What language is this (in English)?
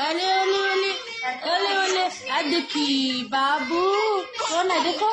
Maithili